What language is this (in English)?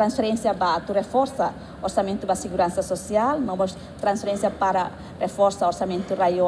Tetum